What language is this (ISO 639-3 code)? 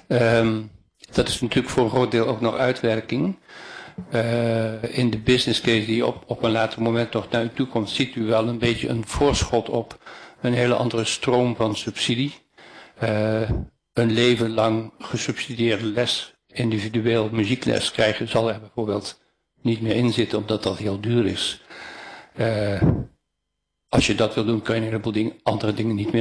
nld